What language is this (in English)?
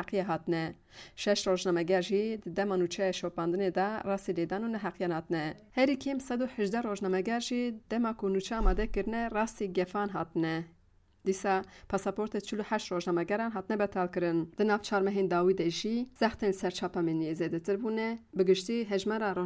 Kurdish